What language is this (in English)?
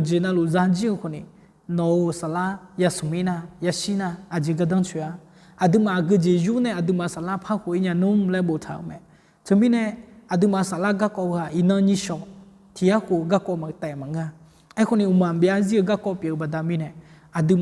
Akha